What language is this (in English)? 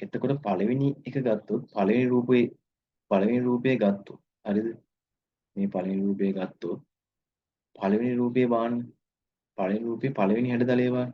Sinhala